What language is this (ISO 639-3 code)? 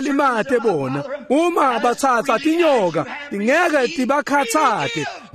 ssw